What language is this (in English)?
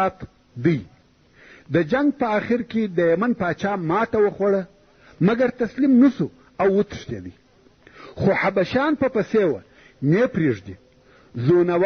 Pashto